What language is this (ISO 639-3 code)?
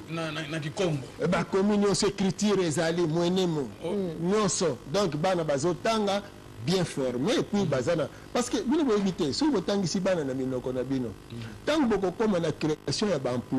lin